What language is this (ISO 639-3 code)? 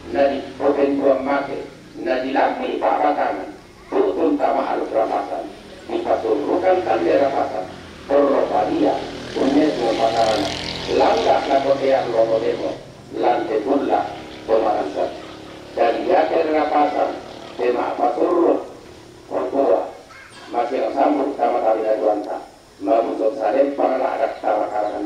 sda